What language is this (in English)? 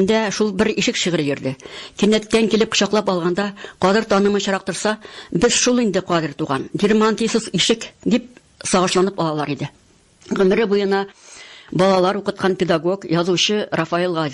Tatar